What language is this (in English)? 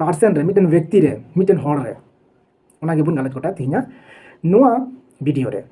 Santali